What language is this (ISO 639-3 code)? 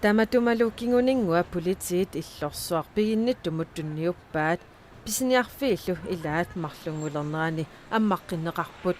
kal